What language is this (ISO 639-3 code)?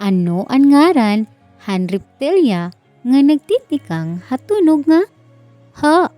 war